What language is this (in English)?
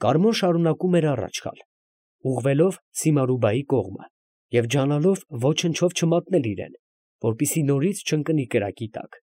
Armenian